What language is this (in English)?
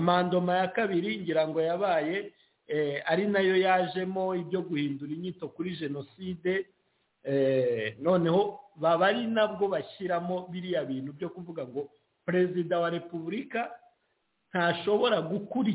Kinyarwanda